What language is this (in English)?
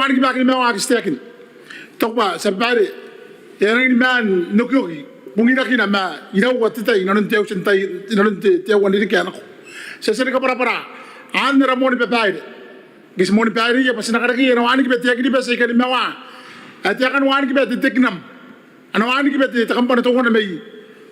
Gilbertese